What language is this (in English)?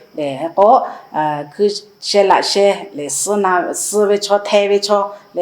Lahu